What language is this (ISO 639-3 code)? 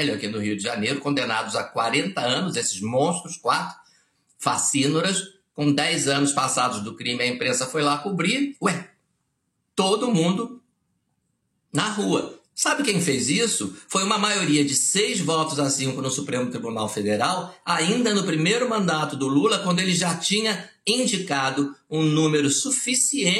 por